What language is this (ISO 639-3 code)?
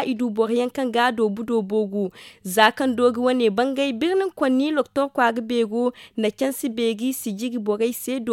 dje